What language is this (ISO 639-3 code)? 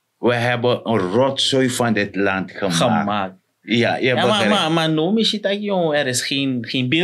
srn